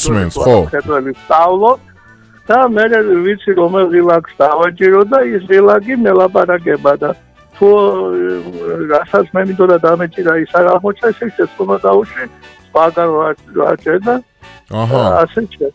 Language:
Georgian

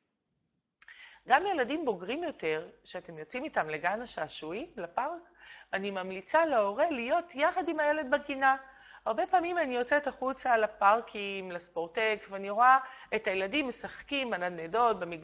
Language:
Hebrew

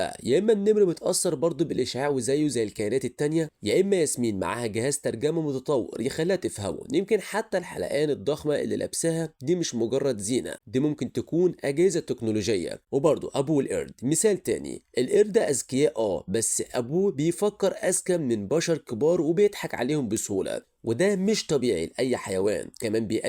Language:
Egyptian Arabic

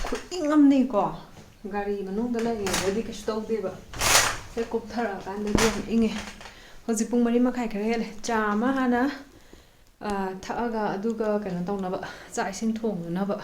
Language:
Manipuri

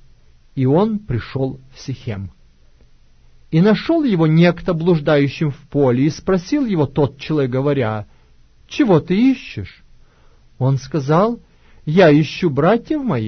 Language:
Russian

